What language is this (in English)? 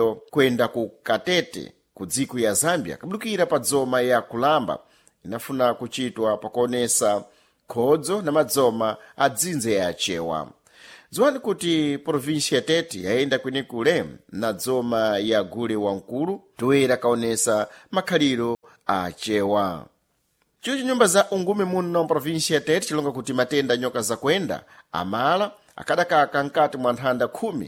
Sena